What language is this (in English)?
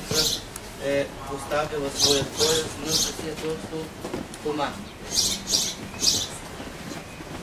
Bulgarian